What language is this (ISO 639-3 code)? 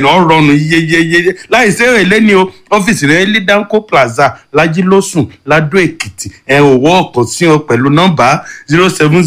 yor